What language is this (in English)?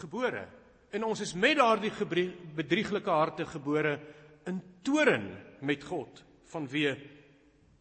Afrikaans